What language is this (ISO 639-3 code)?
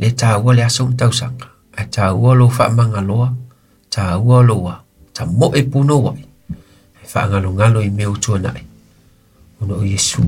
smo